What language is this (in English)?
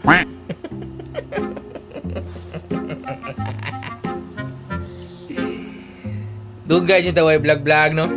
Cebuano